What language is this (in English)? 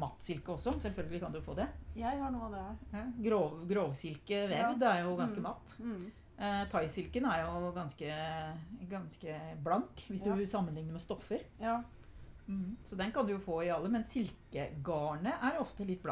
Norwegian